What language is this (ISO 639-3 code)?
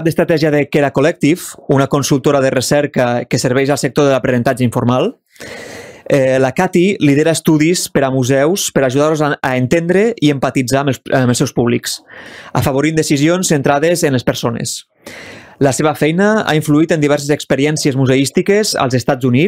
cat